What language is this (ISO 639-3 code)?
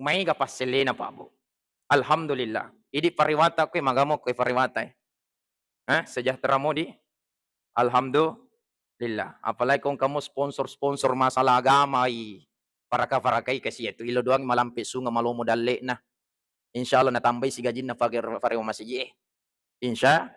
bug